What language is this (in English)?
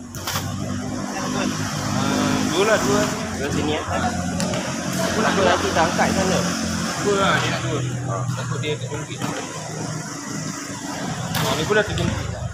Malay